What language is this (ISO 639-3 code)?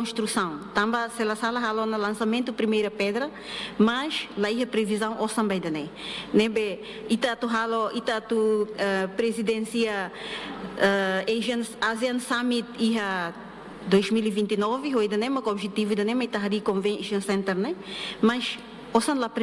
tet